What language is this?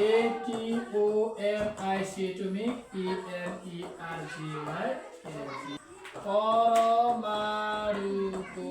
Nepali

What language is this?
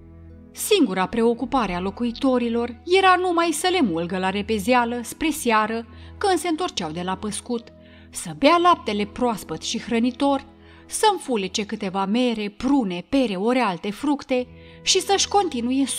Romanian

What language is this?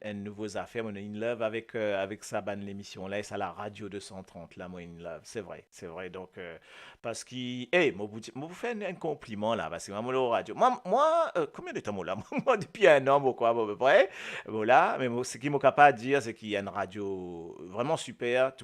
Morisyen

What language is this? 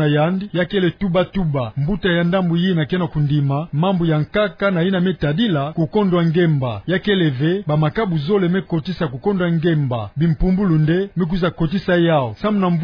Kituba (Democratic Republic of Congo)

